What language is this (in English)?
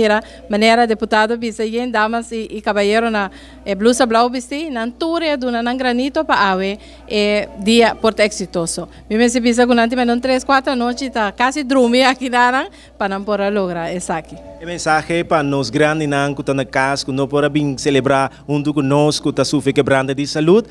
Papiamento